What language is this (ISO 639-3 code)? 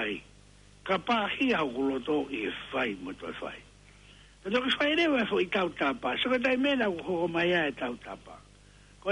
ton